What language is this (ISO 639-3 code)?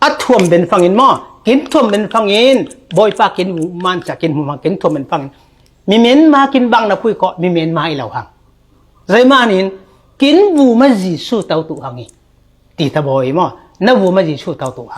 cfm